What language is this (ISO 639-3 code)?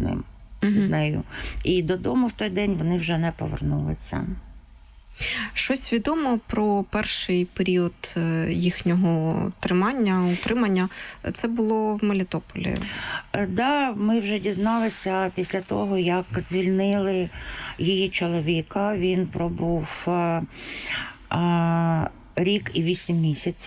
ukr